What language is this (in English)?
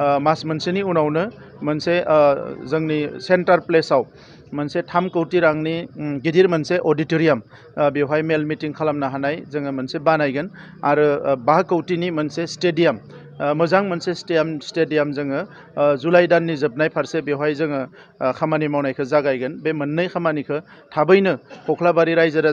Bodo